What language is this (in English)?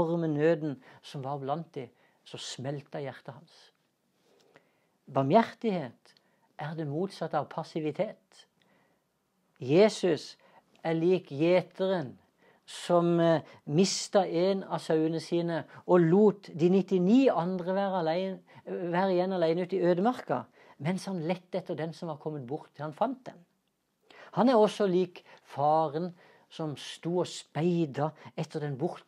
Norwegian